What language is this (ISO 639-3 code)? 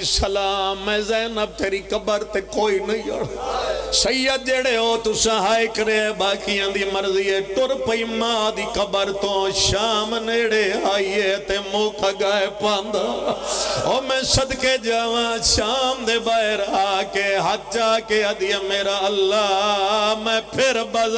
phr